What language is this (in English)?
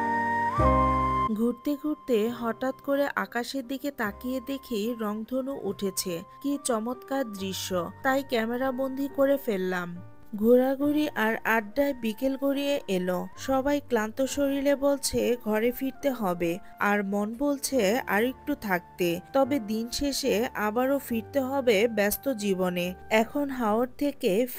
Bangla